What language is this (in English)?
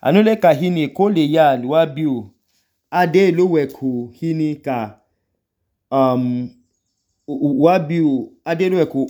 Idoma